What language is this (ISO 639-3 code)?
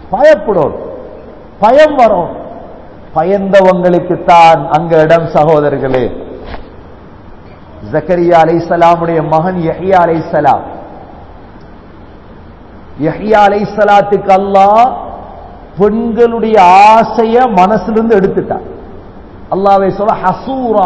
tam